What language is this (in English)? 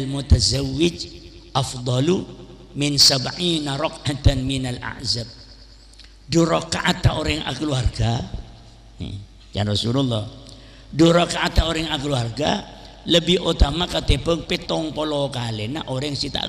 Madurese